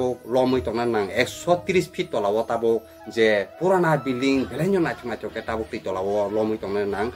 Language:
Kok Borok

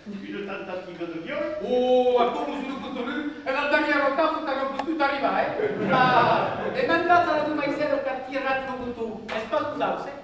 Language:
Occitan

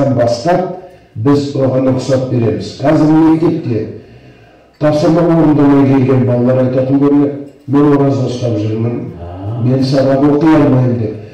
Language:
Kazakh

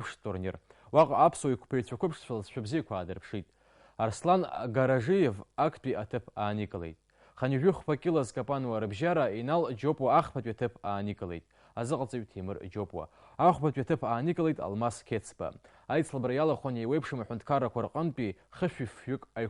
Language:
Abkhazian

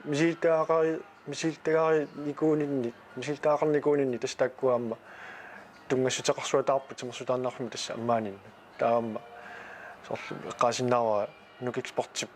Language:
Kalaallisut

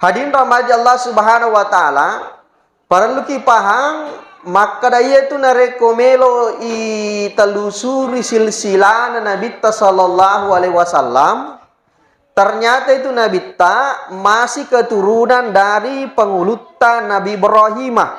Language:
Buginese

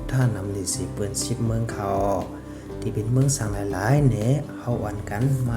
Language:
Shan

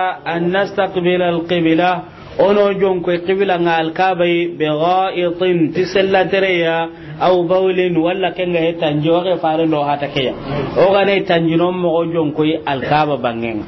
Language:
Soninke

